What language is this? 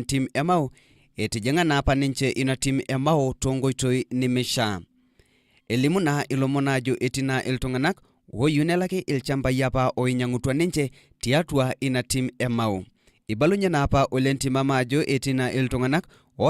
Masai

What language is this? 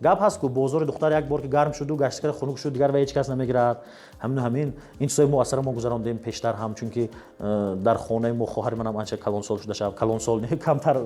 Tajik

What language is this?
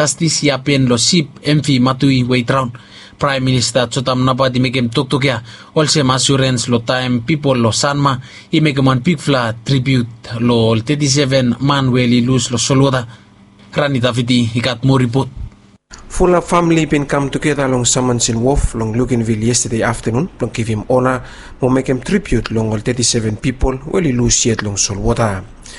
Bislama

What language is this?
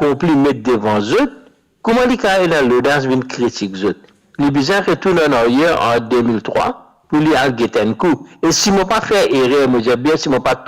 Morisyen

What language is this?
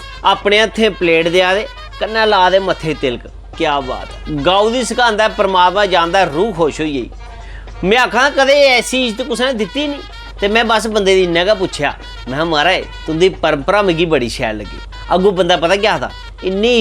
Dogri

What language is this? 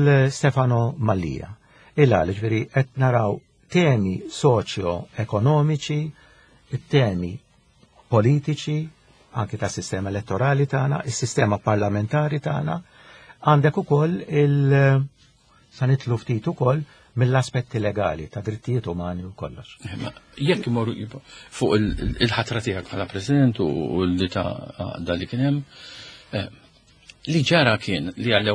Maltese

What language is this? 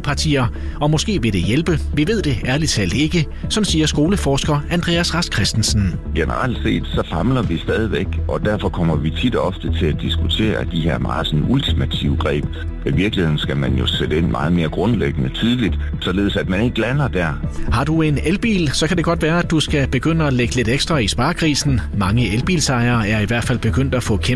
Danish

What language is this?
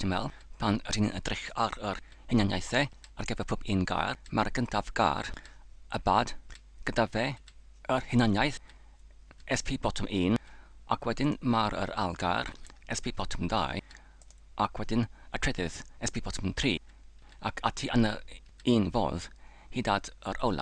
Welsh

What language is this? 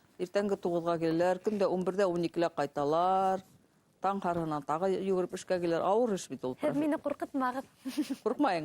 Bashkir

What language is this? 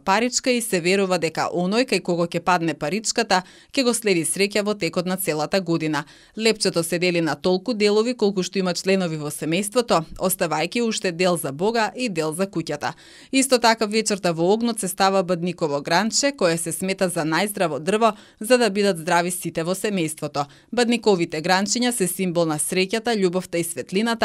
Macedonian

